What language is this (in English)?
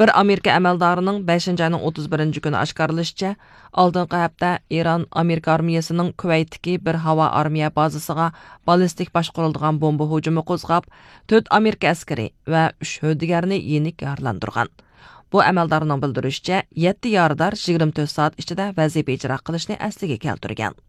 Uyghur